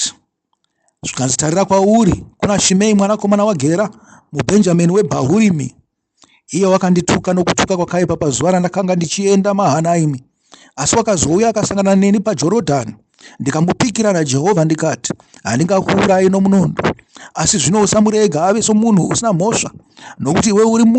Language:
Shona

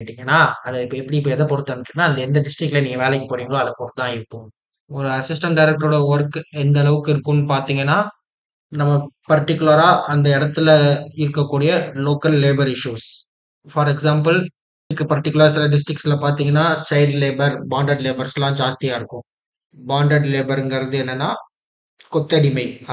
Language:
Tamil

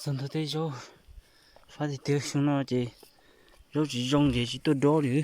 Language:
Hmong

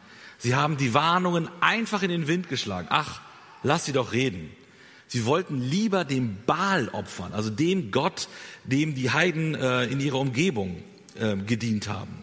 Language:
German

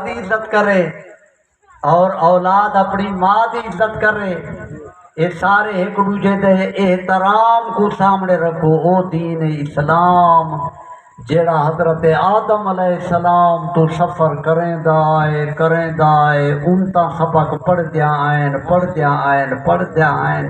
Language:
Saraiki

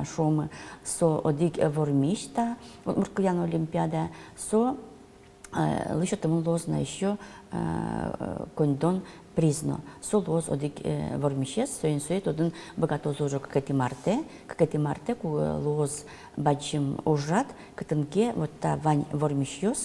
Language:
Udmurt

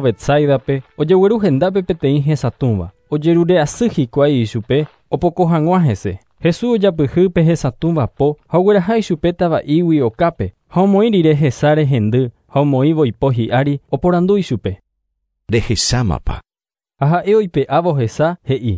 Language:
Guarani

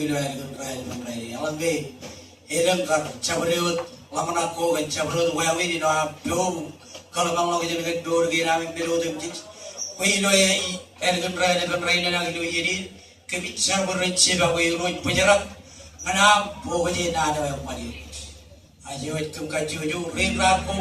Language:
Marshallese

